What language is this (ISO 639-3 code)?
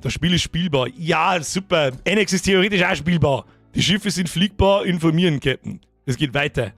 bar